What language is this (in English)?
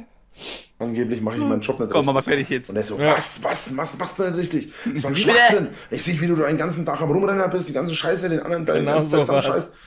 German